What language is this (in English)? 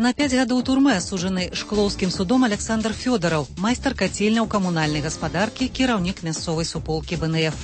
Belarusian